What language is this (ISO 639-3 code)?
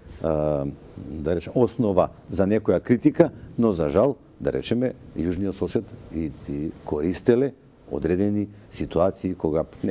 mkd